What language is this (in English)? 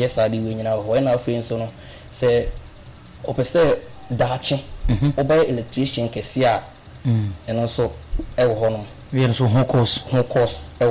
Akan